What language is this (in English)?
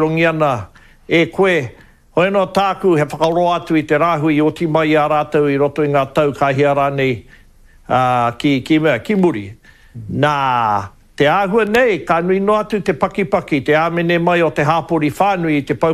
Māori